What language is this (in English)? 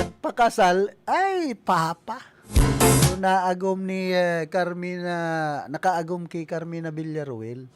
Bikol